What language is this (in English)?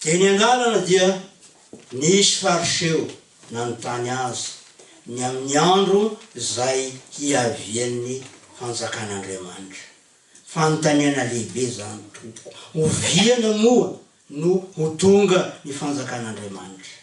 Malagasy